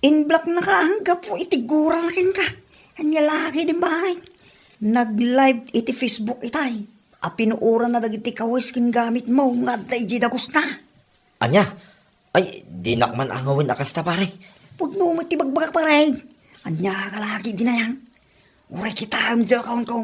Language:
Iloko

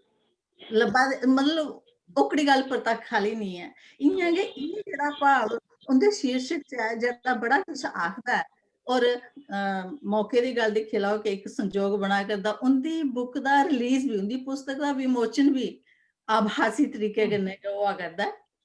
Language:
Dogri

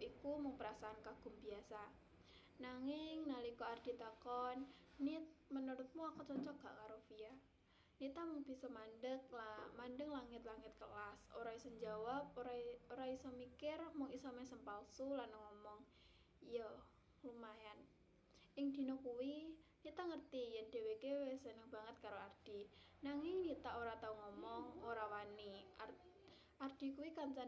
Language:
Javanese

